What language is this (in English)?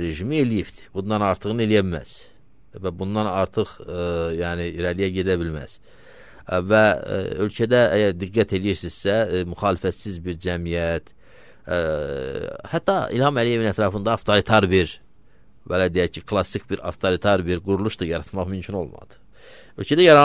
Azerbaijani